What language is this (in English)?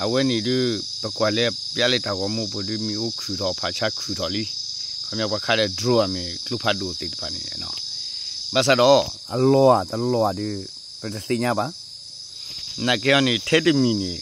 S'gaw Karen